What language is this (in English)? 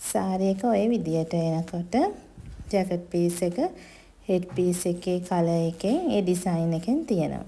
Sinhala